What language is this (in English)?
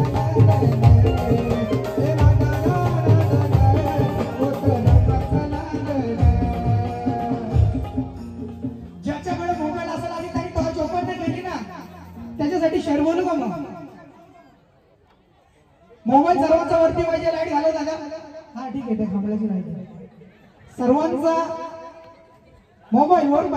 Marathi